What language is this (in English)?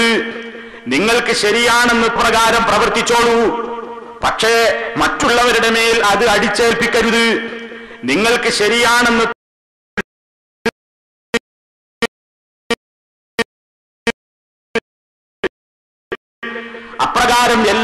Malayalam